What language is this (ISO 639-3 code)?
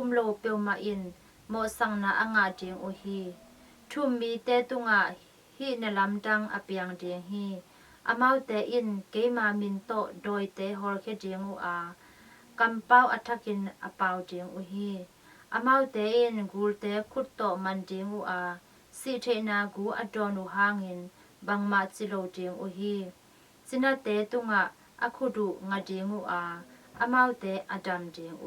ctd